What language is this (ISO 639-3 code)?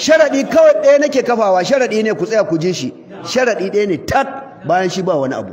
hau